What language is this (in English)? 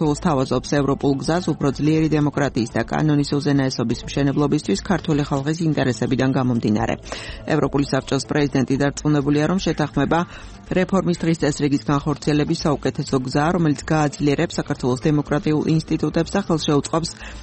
Georgian